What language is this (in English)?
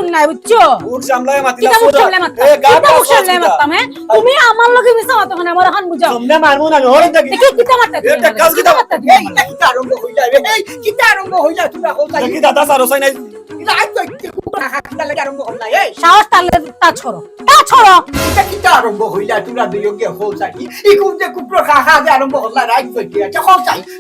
Sylheti